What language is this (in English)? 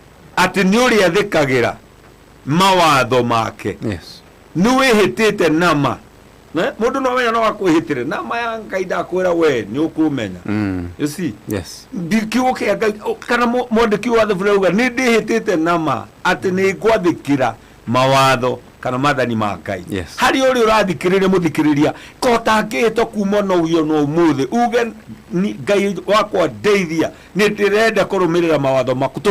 Kikuyu